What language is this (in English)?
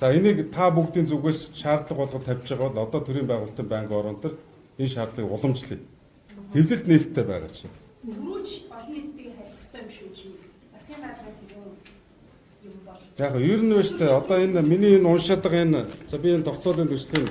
Mongolian